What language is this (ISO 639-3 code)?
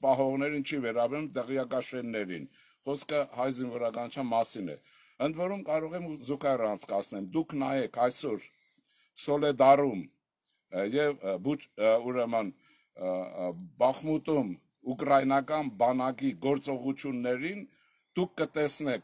hye